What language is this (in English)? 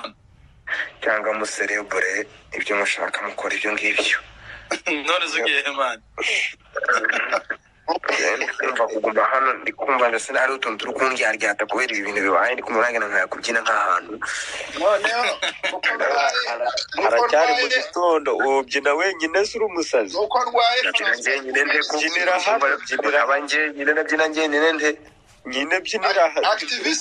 Kinyarwanda